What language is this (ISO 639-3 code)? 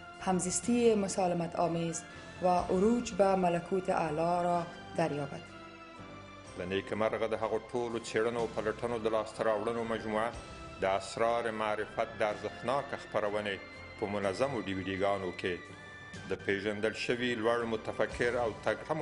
fas